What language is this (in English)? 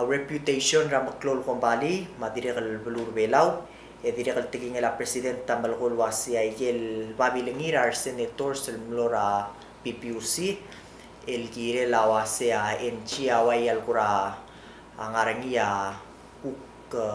Palauan